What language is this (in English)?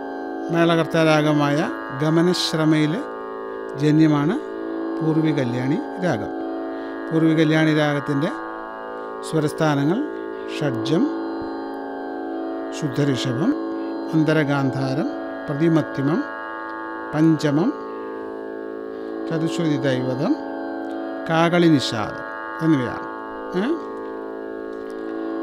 Malayalam